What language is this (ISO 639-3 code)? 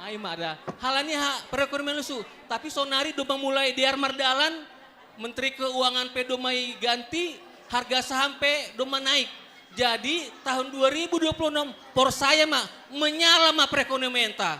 bts